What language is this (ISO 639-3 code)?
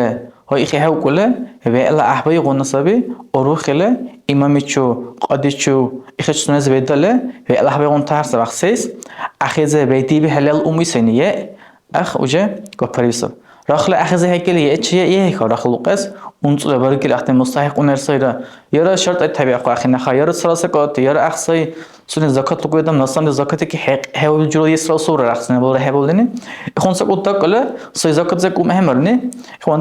dar